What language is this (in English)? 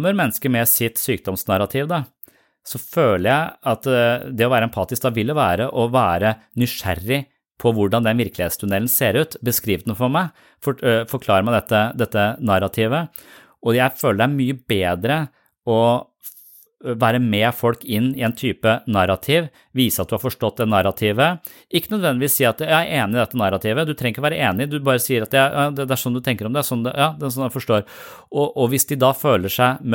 Norwegian